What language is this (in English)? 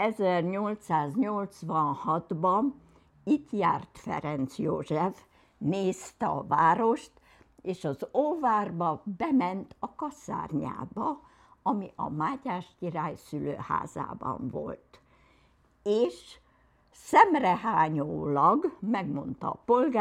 Hungarian